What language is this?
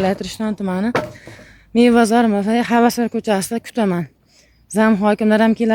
Uzbek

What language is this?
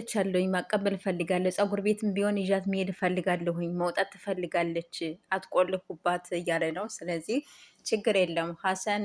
Amharic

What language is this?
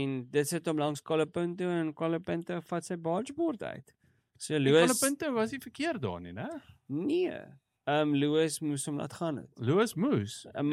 Afrikaans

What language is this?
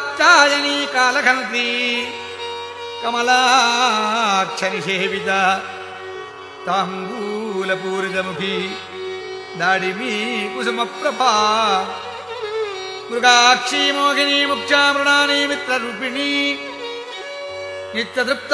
Sanskrit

